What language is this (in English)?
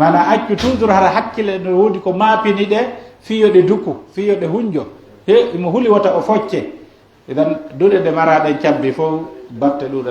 Pular